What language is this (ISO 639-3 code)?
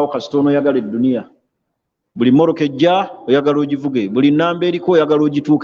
lug